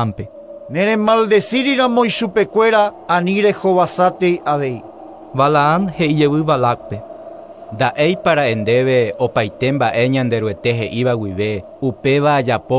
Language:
Guarani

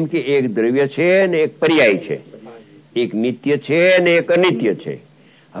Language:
Gujarati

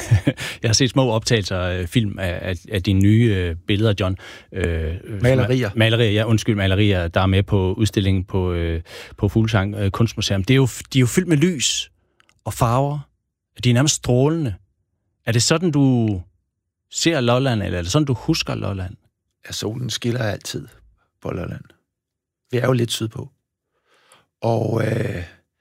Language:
Danish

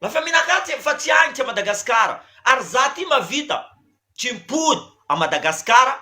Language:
Malagasy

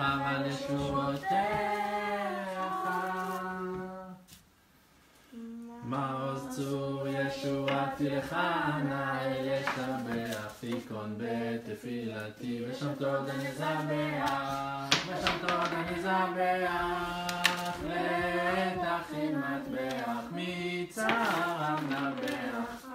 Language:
Hebrew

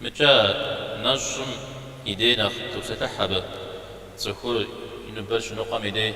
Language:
Kabardian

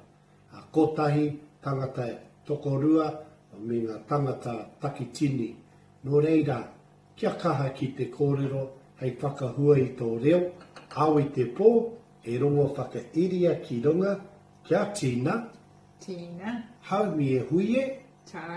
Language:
Māori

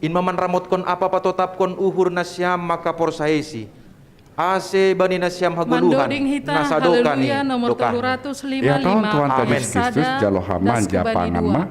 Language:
Batak Simalungun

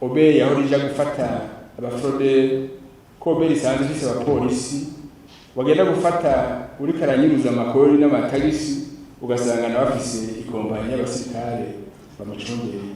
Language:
Rundi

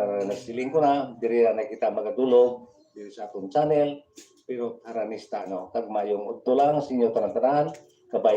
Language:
Hiligaynon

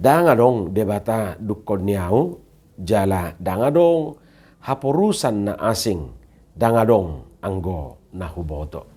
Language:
Batak Toba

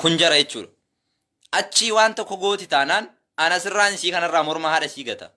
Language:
Oromo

